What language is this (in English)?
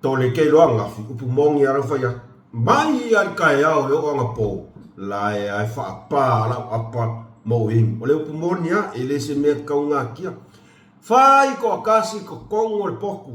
Samoan